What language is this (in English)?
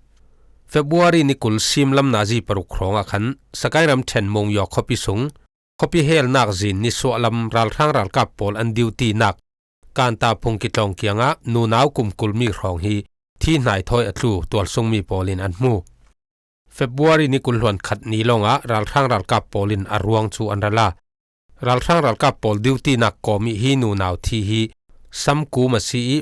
Falam Chin